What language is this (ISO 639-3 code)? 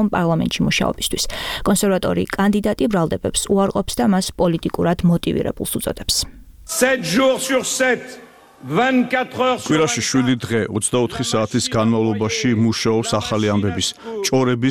kat